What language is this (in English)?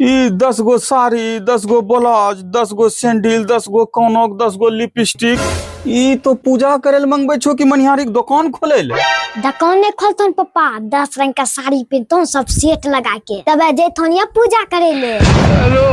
Angika